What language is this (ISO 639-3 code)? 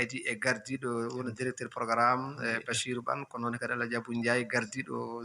ful